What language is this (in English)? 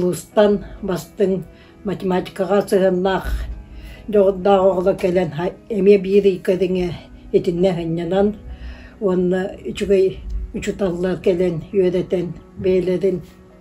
Yakut